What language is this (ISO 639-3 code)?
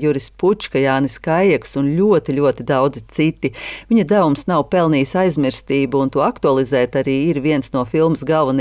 lav